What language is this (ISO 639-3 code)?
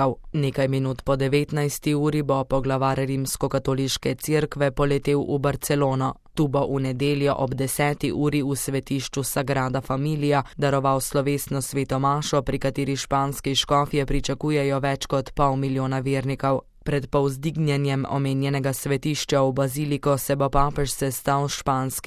slv